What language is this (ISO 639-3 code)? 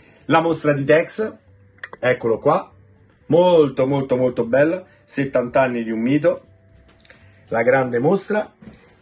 ita